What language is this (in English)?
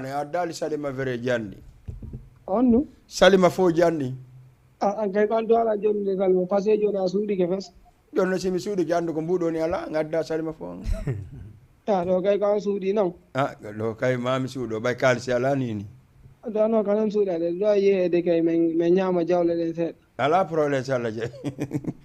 Fula